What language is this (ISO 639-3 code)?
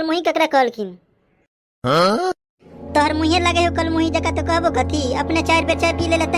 mai